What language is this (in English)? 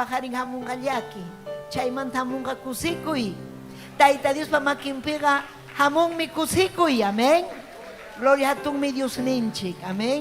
Ayacucho Quechua